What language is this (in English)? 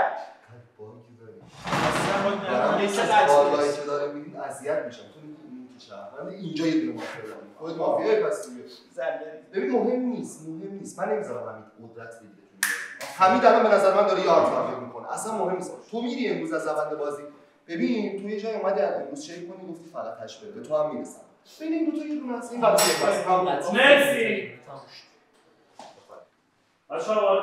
Persian